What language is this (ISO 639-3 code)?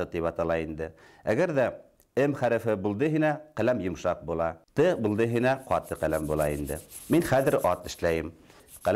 bak